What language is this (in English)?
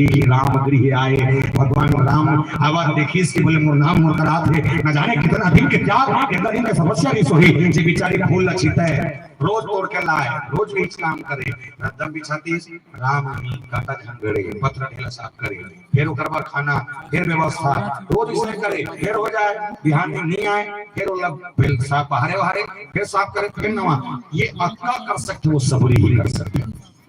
Chhattisgarhi